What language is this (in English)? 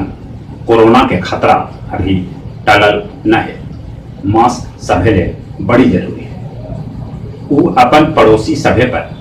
Magahi